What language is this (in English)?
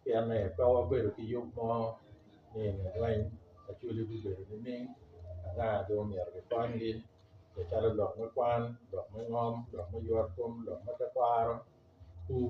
Acoli